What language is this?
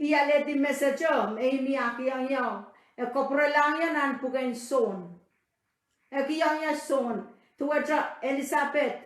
Pohnpeian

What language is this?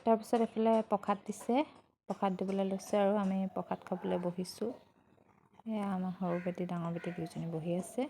Assamese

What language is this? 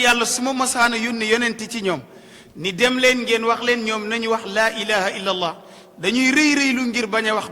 Wolof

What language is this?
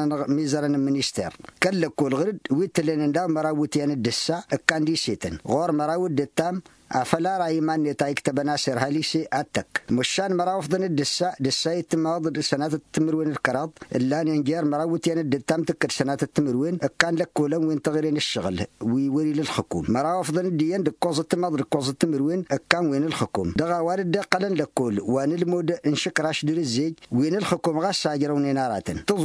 Tamasheq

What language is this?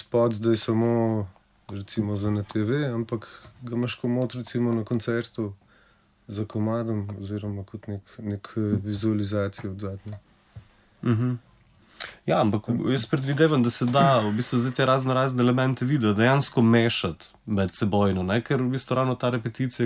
Slovenian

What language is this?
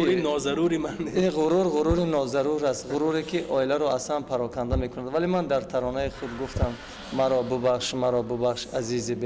Tajik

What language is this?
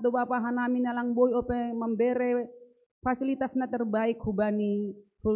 Batak Simalungun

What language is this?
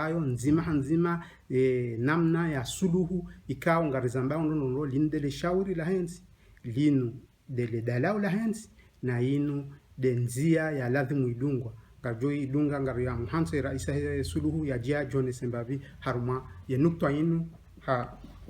Ngazidja Comorian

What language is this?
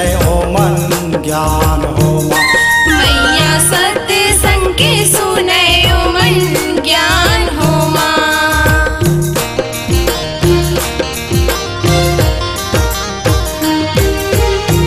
Chhattisgarhi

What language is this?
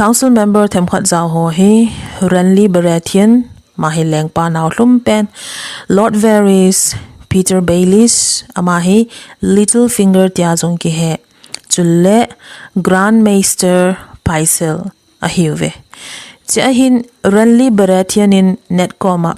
Thado Chin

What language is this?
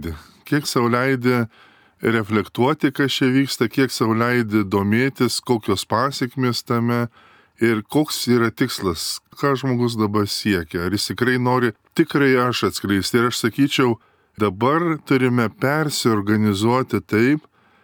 Lithuanian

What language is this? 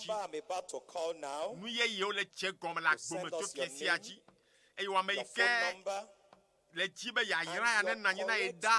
Ewe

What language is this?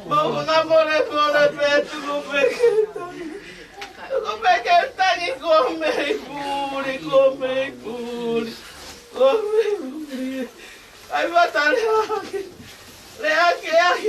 Tongan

